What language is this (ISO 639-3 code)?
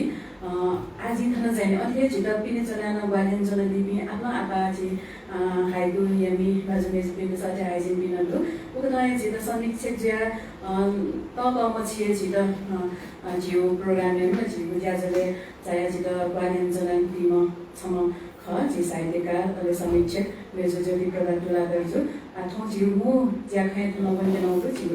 new